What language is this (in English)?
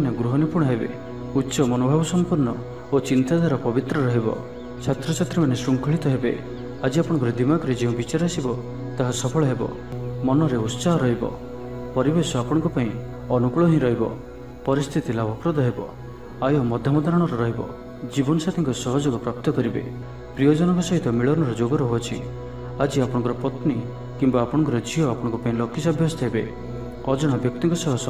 Odia